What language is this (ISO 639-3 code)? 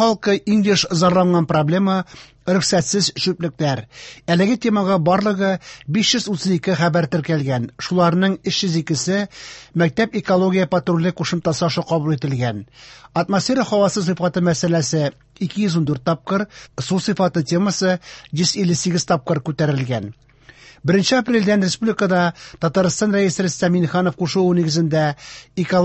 tat